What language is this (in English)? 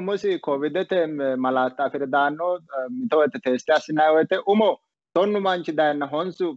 Sidamo